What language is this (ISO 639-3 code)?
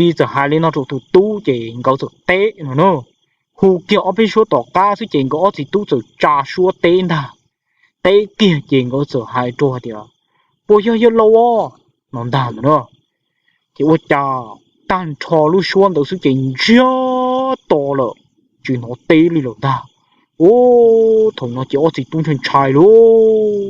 hmn